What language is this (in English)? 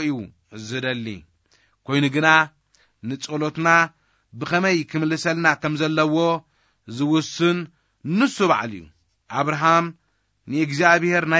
Tigrinya